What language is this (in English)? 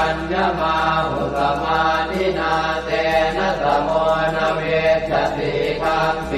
Pali